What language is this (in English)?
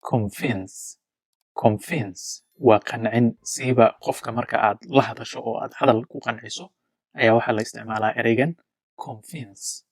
Somali